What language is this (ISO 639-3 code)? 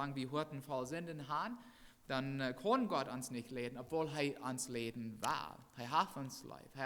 pdt